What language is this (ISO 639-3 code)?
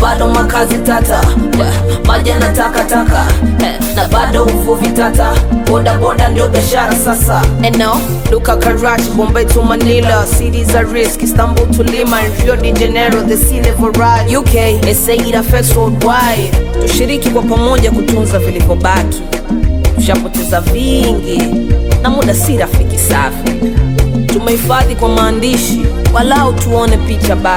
swa